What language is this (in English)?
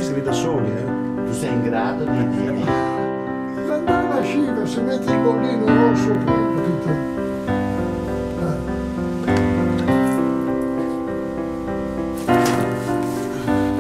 Italian